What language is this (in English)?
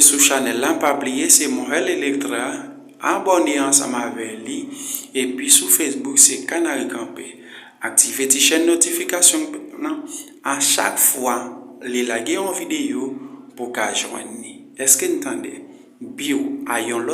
Haitian Creole